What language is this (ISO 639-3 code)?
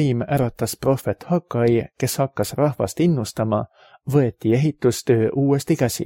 est